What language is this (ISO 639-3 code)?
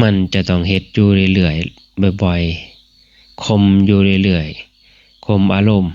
tts